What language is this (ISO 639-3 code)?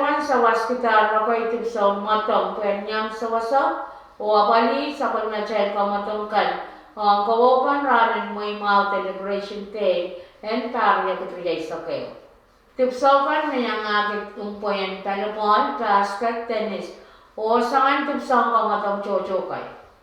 pon